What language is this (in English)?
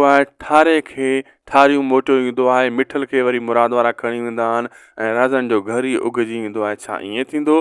Sindhi